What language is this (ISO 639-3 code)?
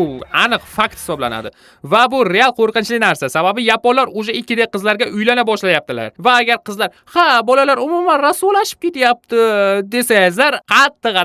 uzb